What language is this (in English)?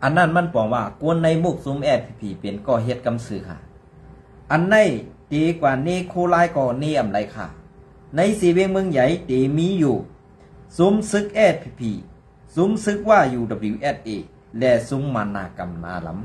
Shan